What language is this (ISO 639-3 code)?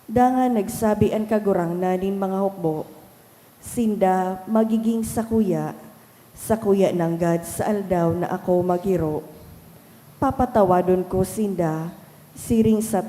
bik